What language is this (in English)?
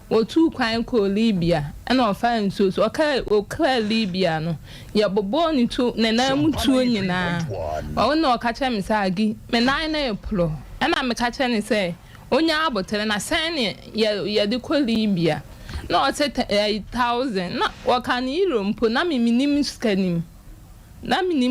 Akan